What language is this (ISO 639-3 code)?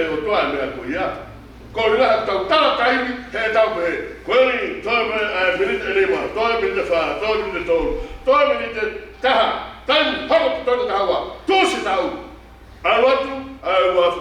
ton